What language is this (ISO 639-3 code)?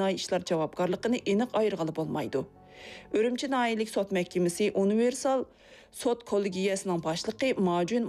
uig